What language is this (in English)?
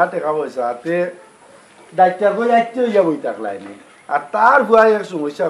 Sylheti